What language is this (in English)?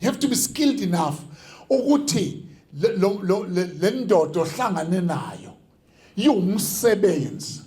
Zulu